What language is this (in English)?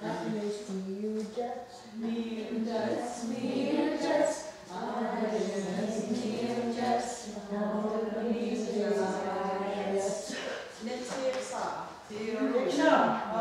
Mohawk